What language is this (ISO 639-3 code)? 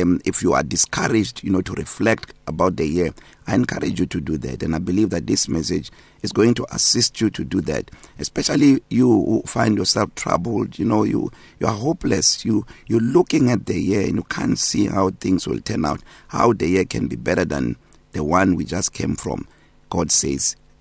eng